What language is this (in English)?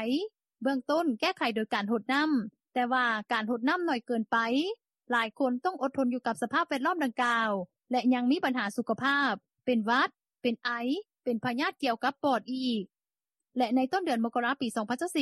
Lao